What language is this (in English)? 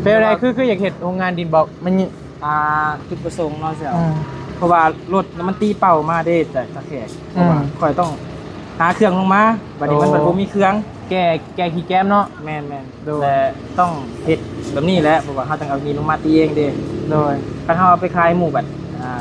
Northeastern Thai